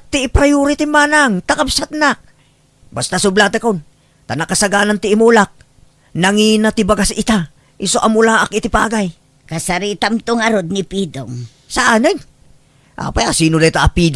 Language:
Iloko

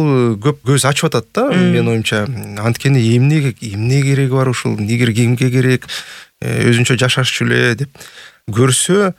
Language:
Kyrgyz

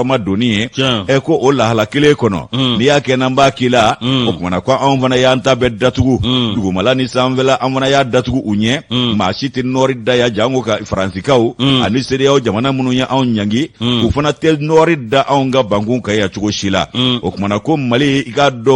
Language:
Bambara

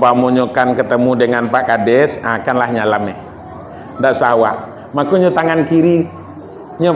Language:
Minangkabau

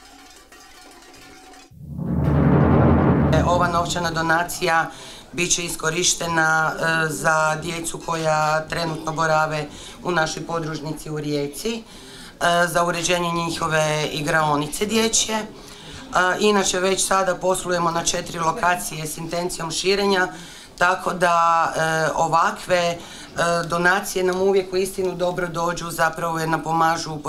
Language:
Croatian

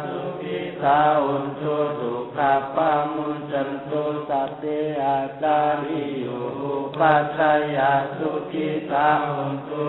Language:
Pali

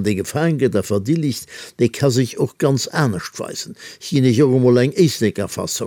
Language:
Luxembourgish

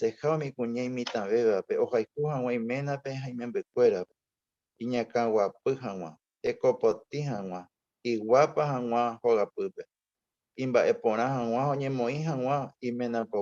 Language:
Guarani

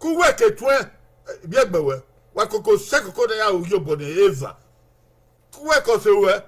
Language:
Bini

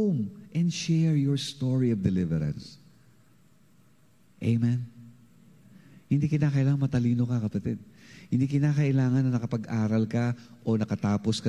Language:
Filipino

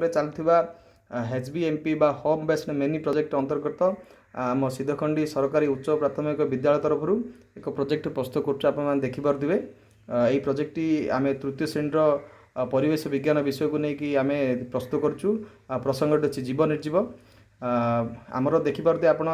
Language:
Odia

